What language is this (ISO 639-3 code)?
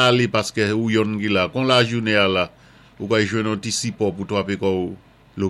acf